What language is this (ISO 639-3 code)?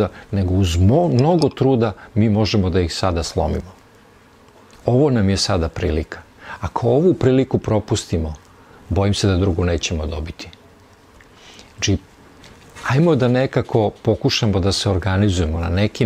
srp